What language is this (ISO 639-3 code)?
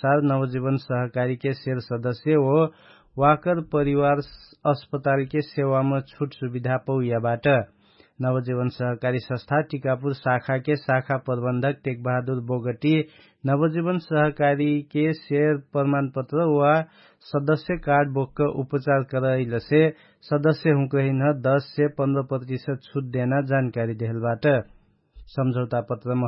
thl